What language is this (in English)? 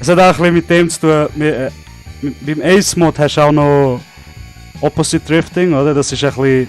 Swiss German